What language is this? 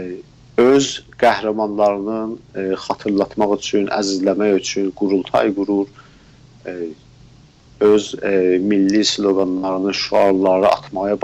South Azerbaijani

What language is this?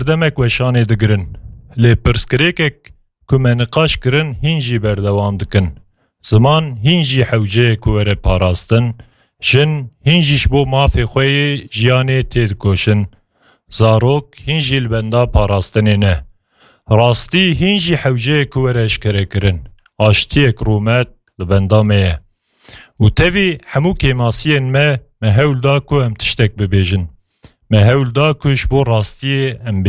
Kurdish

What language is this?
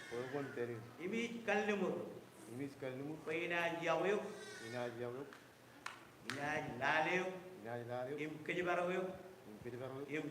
Marshallese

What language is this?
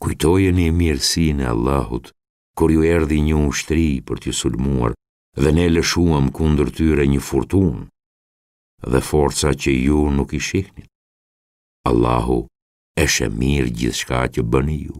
Albanian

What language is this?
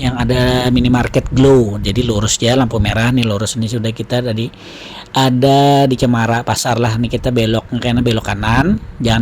Banjar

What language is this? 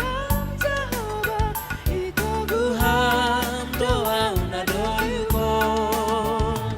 Batak Simalungun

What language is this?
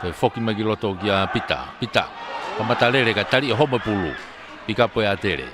Tongan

